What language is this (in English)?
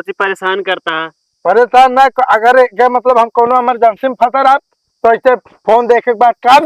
Awadhi